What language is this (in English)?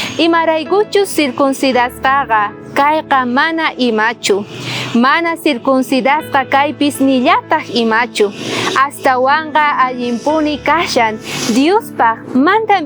South Bolivian Quechua